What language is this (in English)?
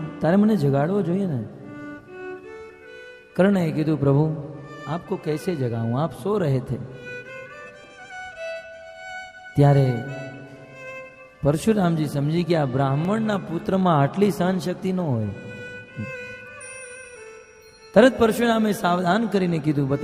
Gujarati